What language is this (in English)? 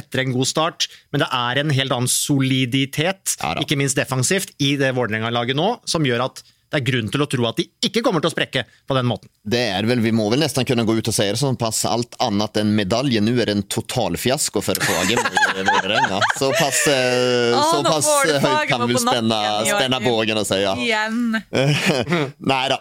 Norwegian